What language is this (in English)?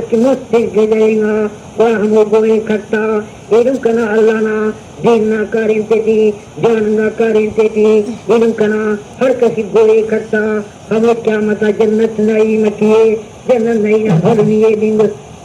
Brahui